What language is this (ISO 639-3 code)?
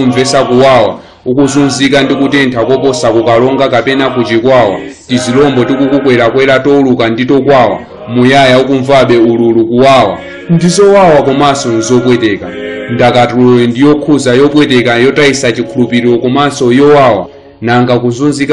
nya